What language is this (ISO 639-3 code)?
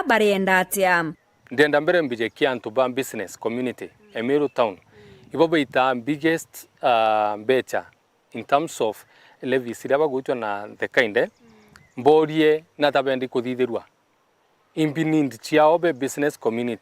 mer